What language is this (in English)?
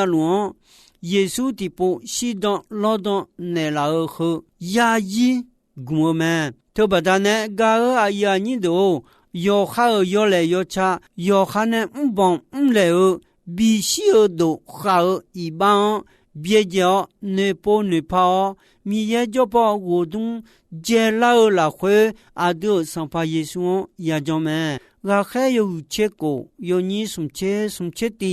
Akha